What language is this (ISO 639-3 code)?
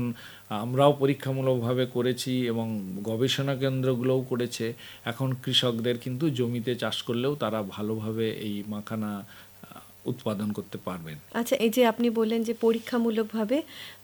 ben